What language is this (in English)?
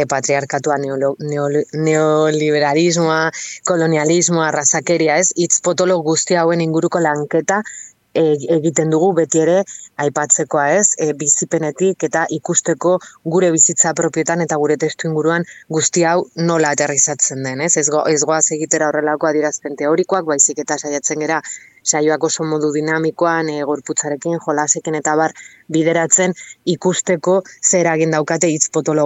Basque